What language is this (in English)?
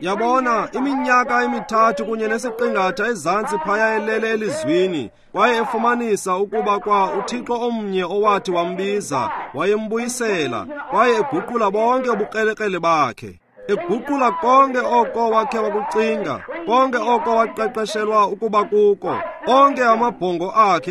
Xhosa